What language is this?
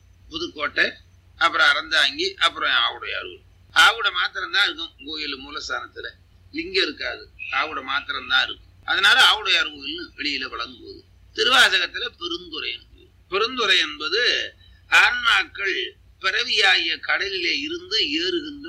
Tamil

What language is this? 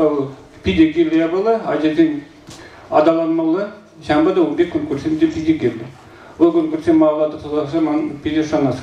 Chuvash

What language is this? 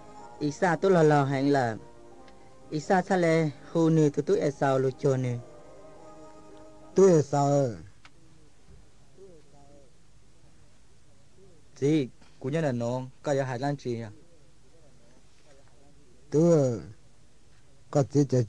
Vietnamese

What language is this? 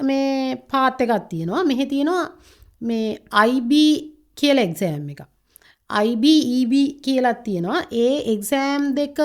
Sinhala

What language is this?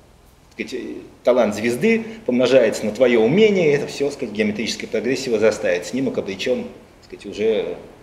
Russian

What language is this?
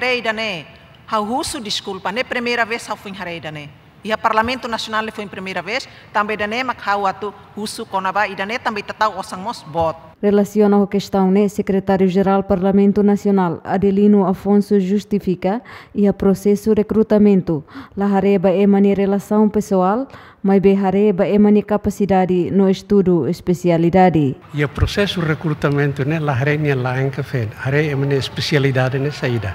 Tetum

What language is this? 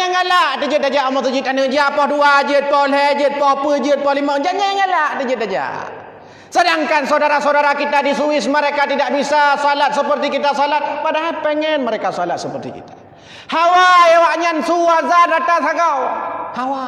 Achinese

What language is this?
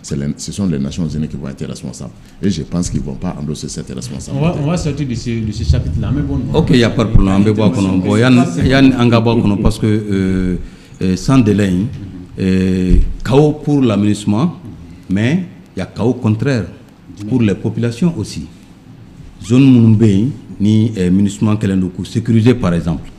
Bambara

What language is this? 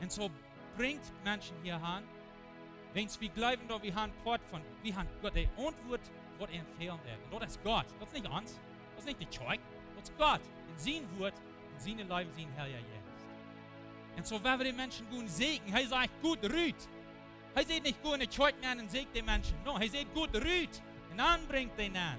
Plautdietsch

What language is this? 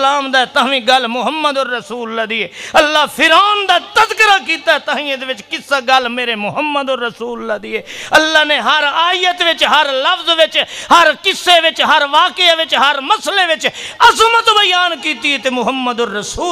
Western Panjabi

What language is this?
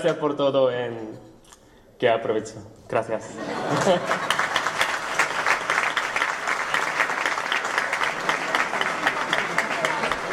Catalan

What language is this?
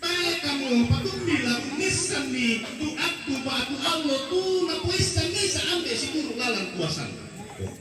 Toraja-Sa'dan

